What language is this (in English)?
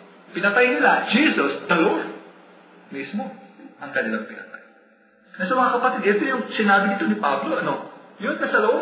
Filipino